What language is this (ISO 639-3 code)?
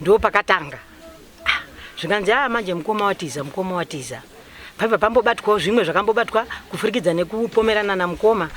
sna